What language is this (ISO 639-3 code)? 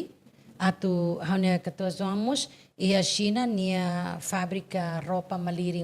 tet